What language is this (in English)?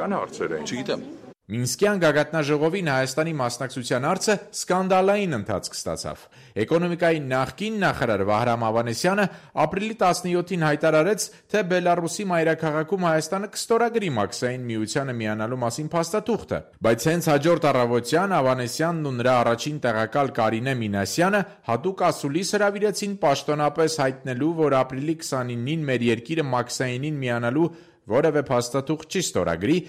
Armenian